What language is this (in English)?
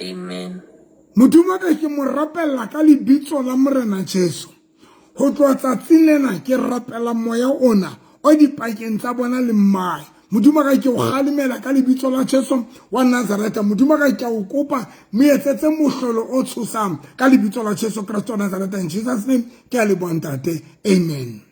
Southern Sotho